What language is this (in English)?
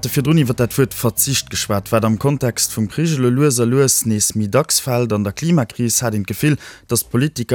Luxembourgish